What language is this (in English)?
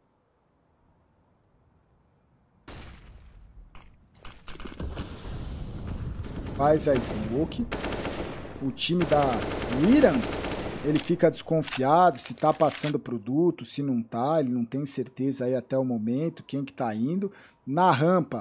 Portuguese